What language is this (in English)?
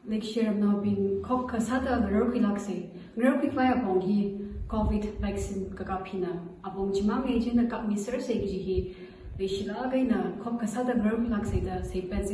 Tangkhul Naga (India)